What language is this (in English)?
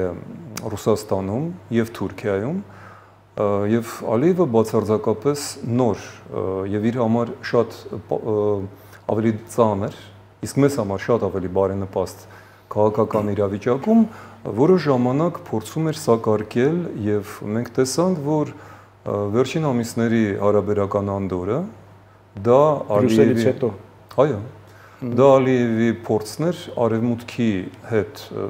Armenian